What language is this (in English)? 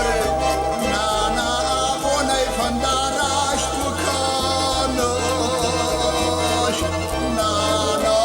Ossetic